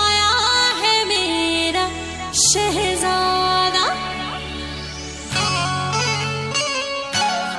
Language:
Hindi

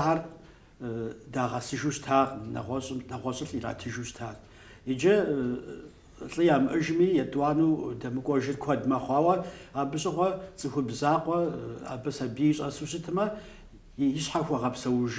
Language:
Kabardian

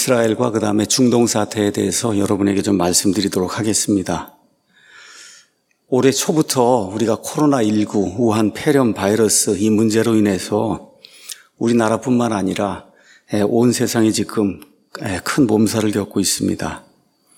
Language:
Korean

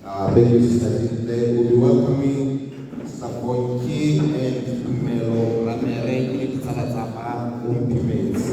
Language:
Tswana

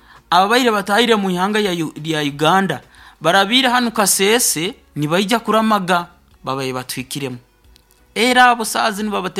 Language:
Nyoro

